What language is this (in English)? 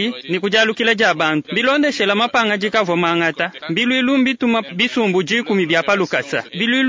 Luba-Lulua